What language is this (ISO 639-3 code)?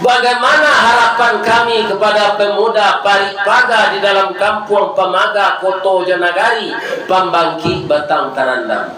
min